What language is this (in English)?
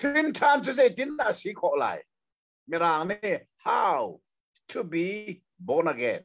Hakha Chin